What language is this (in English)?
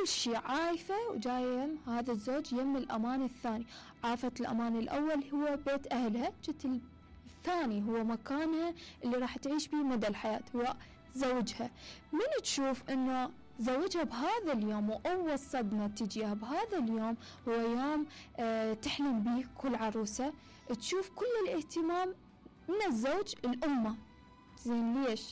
Mesopotamian Arabic